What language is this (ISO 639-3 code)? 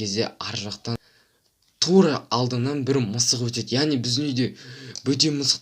kaz